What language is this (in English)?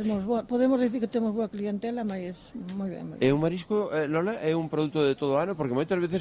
Galician